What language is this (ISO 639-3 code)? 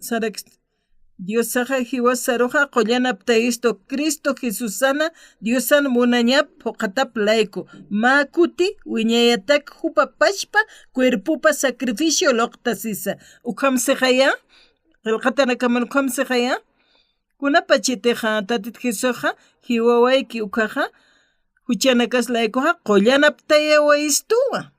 aym